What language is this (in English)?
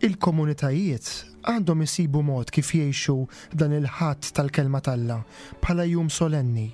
Maltese